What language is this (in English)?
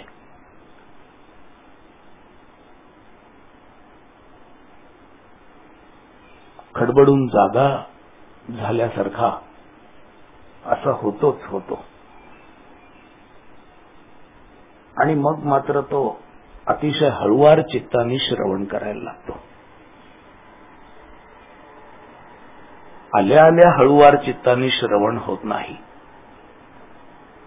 Marathi